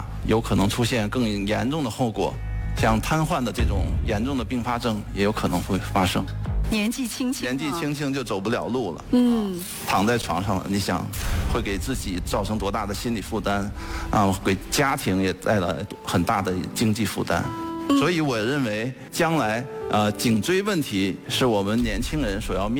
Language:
Chinese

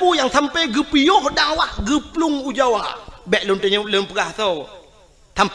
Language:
Achinese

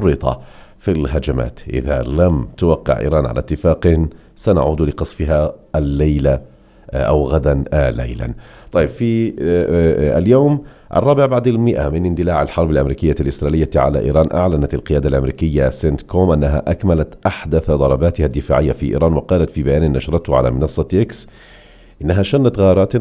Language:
Arabic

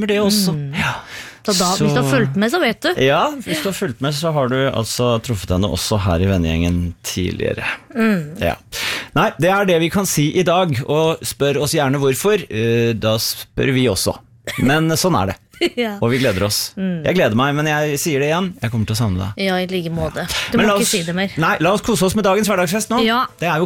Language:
Norwegian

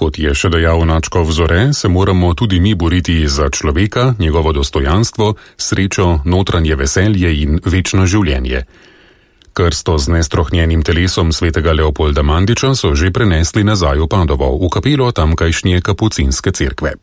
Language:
Slovenian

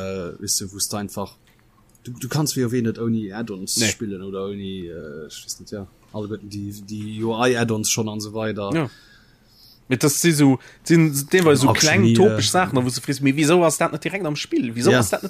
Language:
Luxembourgish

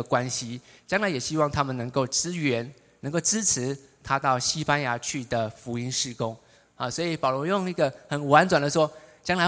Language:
Chinese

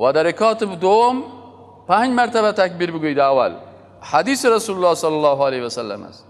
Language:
Persian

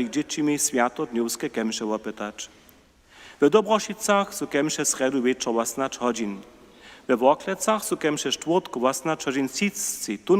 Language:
Upper Sorbian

